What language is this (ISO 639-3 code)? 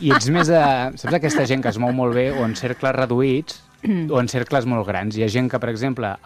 cat